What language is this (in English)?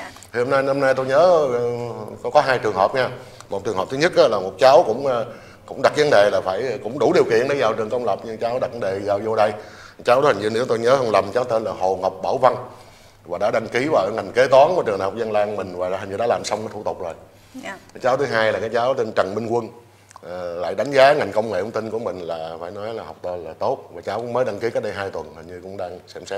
Vietnamese